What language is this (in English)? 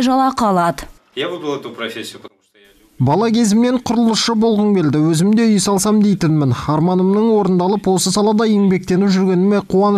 Kazakh